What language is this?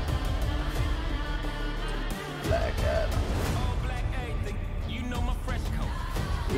Danish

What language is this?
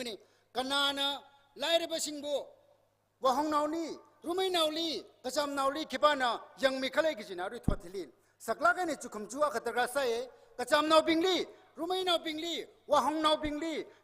Tangkhul Naga (India)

